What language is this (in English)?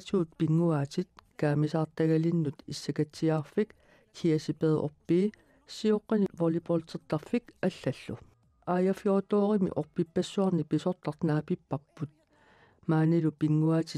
Kalaallisut